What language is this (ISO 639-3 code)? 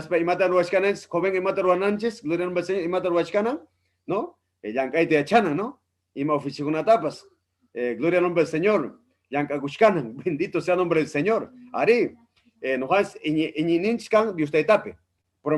quy